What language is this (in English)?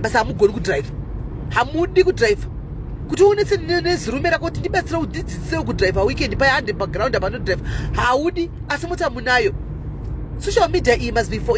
Shona